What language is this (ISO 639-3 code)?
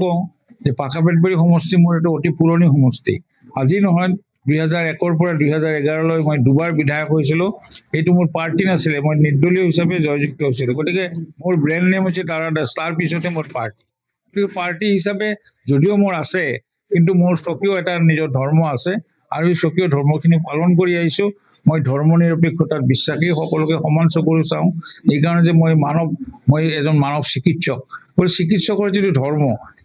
asm